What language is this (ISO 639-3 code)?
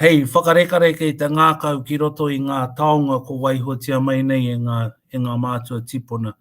mri